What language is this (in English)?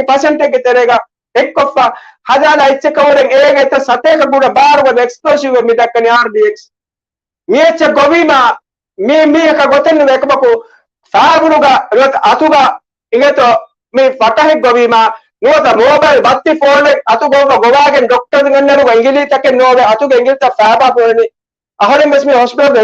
Divehi